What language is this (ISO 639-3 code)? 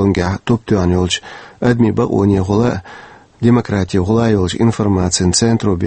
che